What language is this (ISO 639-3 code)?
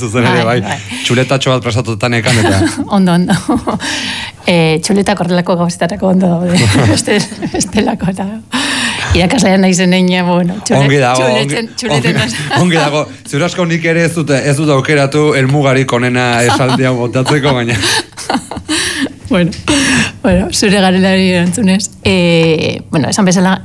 eus